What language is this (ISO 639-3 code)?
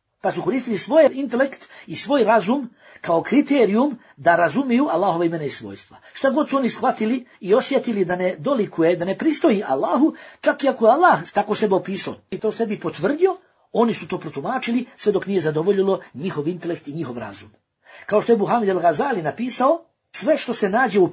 bos